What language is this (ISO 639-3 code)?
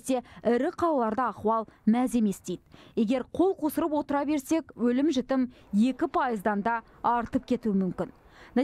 kaz